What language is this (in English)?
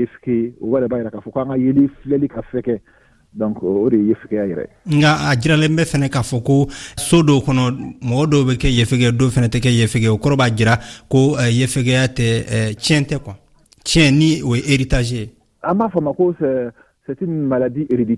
Bambara